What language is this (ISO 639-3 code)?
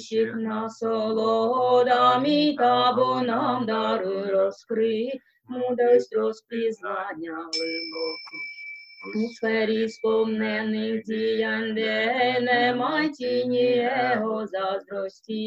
ukr